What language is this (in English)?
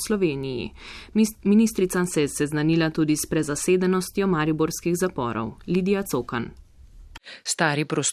Slovenian